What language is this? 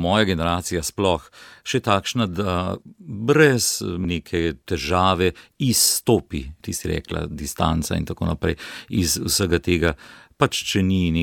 Slovenian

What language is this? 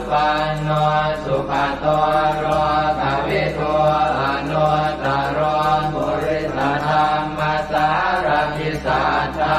Pali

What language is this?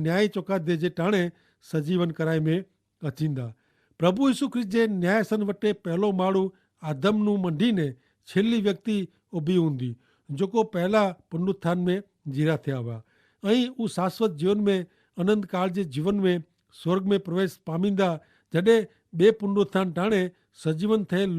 Kachhi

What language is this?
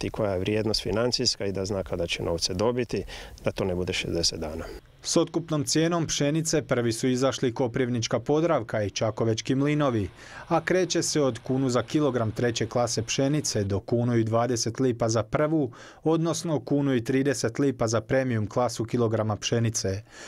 Croatian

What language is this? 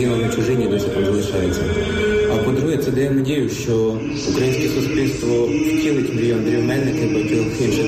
Ukrainian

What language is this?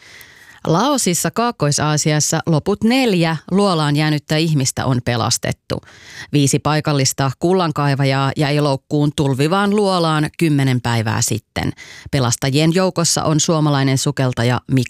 Finnish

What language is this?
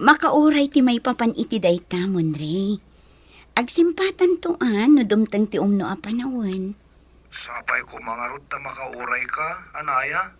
Iloko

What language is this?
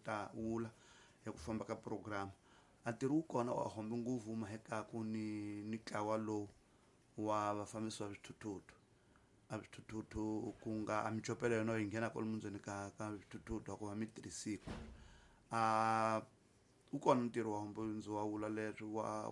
Tsonga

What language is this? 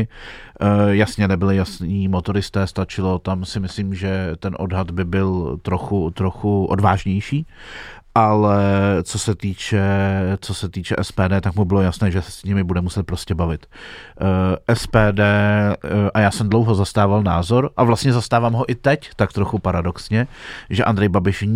Czech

